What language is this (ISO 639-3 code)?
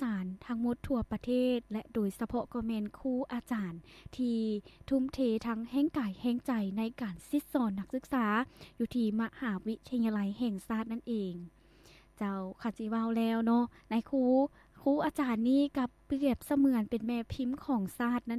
lao